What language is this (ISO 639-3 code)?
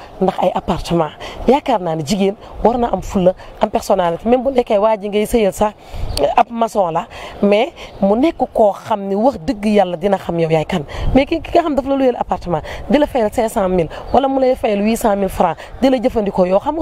wol